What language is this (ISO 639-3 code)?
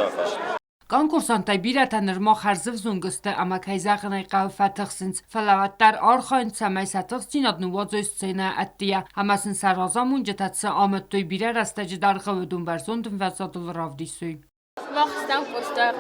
oss